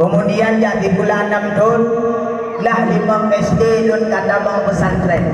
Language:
Achinese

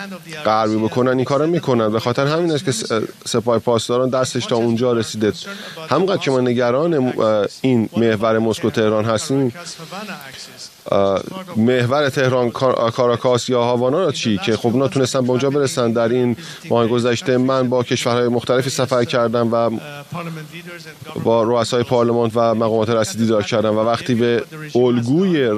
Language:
Persian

